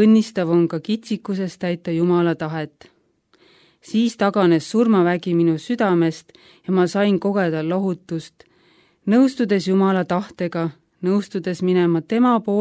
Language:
Estonian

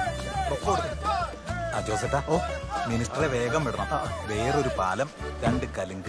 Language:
Malayalam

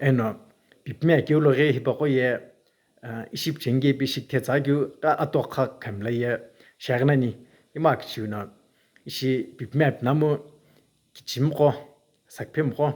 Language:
Sumi Naga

